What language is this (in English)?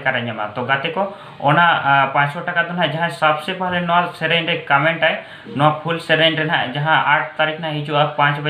Santali